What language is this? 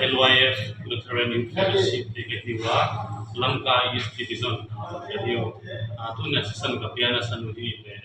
Tedim Chin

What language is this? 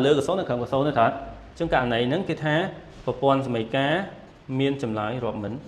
Khmer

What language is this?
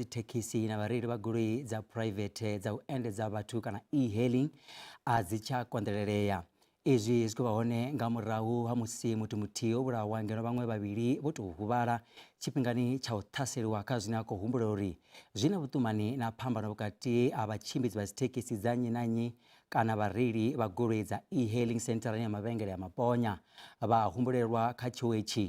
Venda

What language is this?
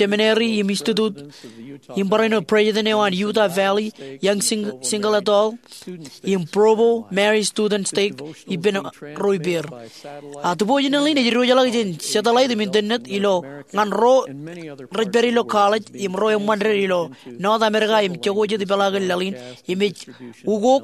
Marshallese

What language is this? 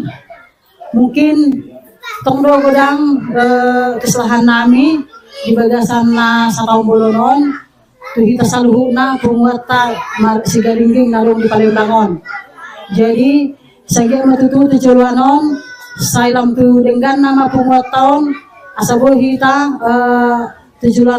Batak Toba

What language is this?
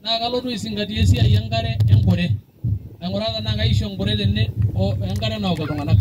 Masai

